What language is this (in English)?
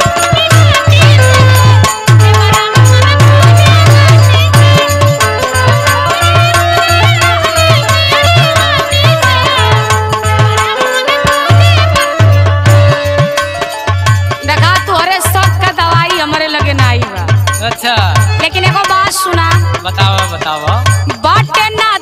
Bhojpuri